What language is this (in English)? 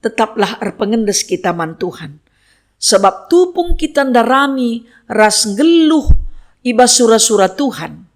Batak Karo